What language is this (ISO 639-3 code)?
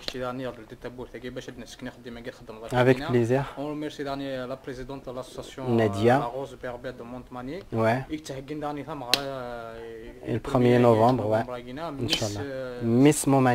kab